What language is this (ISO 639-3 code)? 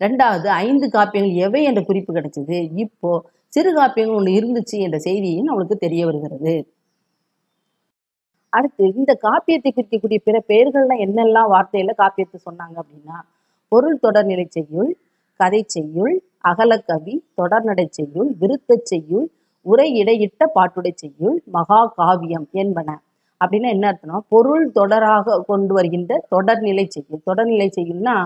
tam